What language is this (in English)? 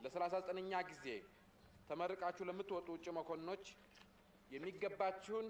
Amharic